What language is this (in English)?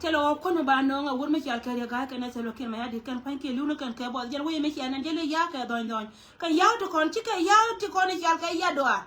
Nuer